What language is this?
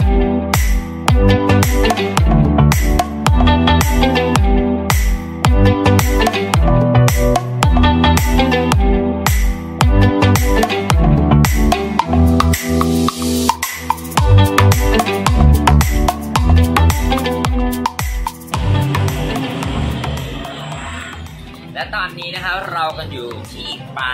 Thai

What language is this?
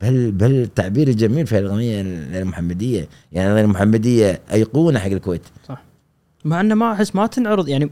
Gulf Arabic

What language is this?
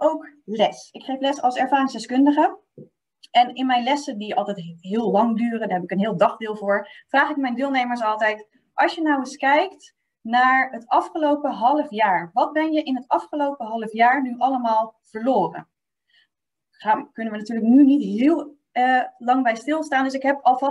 Dutch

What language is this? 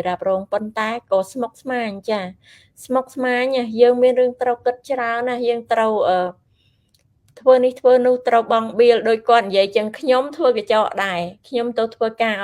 Khmer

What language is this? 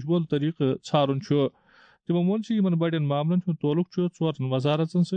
Kashmiri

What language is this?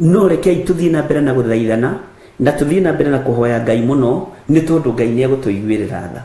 Kikuyu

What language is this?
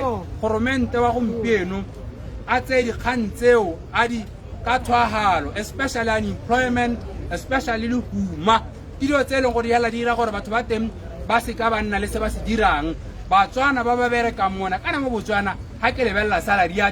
Tswana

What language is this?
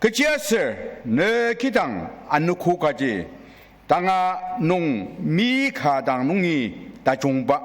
Ao Naga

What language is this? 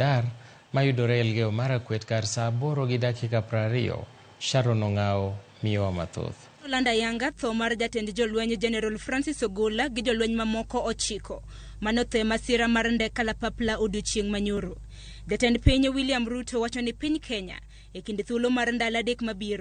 Luo (Kenya and Tanzania)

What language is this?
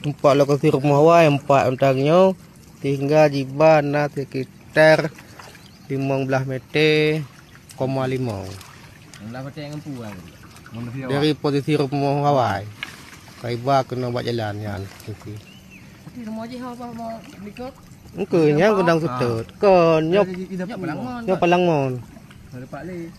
Achinese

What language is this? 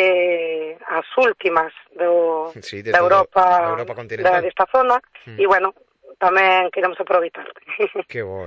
Galician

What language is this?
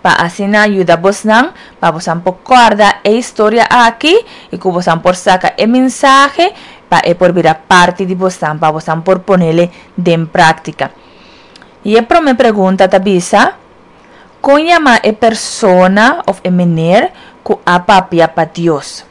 Papiamento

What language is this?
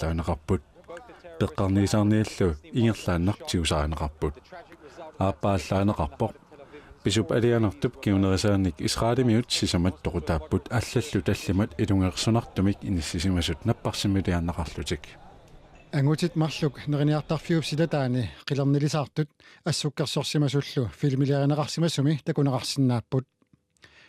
Kalaallisut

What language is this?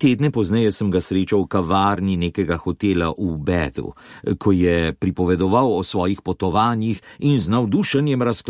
Slovenian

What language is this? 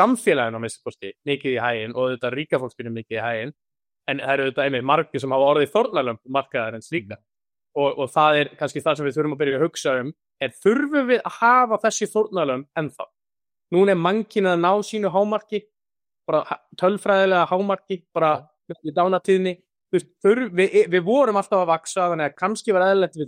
Icelandic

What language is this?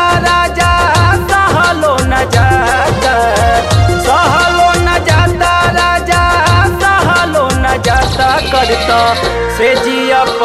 Bhojpuri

